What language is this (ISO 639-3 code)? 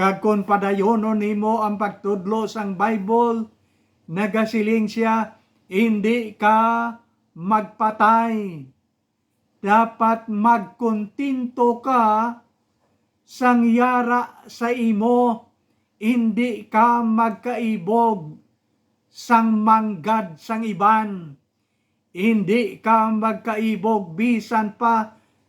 hil